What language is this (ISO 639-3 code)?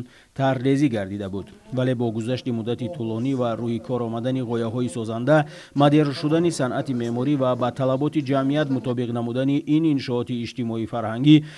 tgk